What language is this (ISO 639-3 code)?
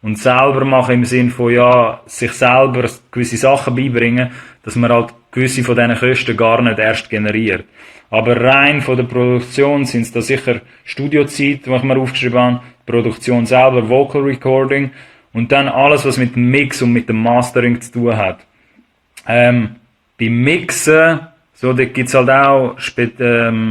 gsw